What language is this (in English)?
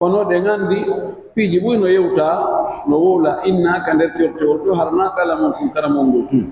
Pular